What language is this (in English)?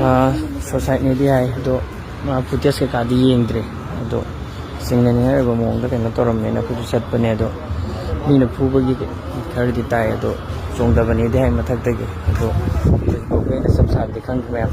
Manipuri